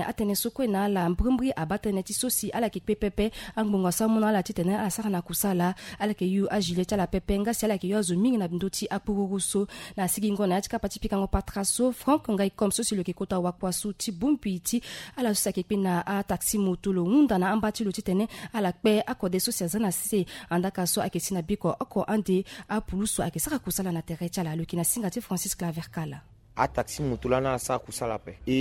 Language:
Sango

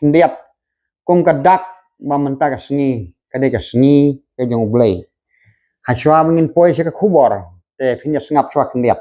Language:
Khasi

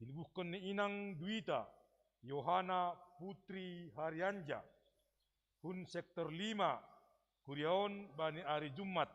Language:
Batak Simalungun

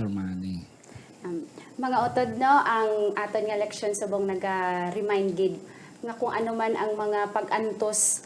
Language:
Hiligaynon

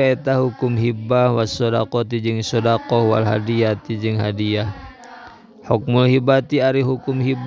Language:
Sundanese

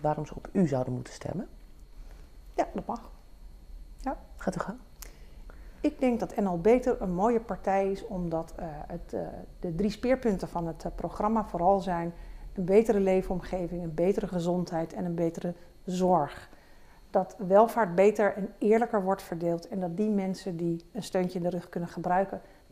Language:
Dutch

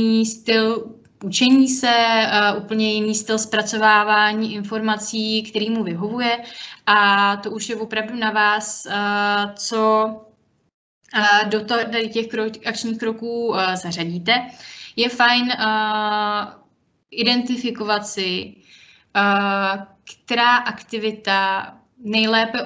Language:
Czech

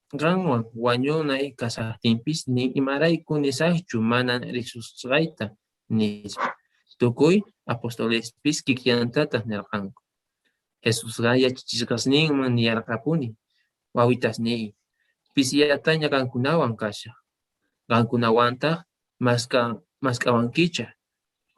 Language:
South Bolivian Quechua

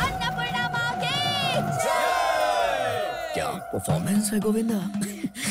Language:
Hindi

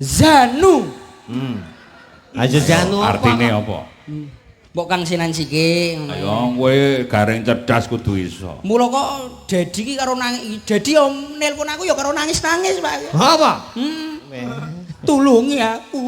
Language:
Javanese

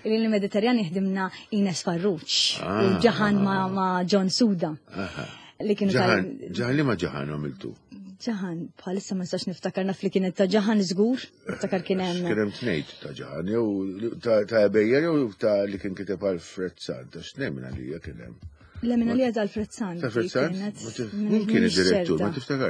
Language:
Maltese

